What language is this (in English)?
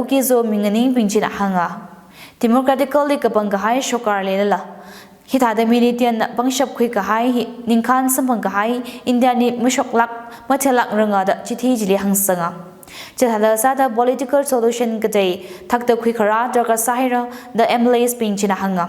Tangkhul Naga (India)